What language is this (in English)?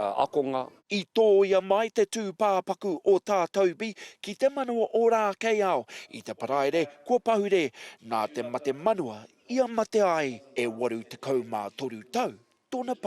Māori